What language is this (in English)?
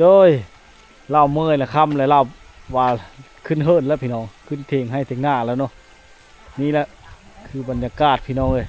Lao